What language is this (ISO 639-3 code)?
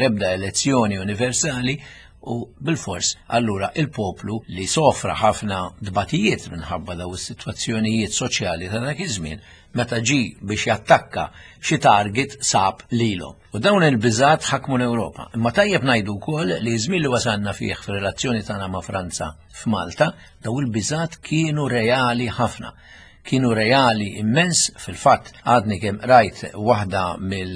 mlt